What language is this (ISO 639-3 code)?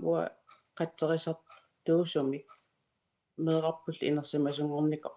kal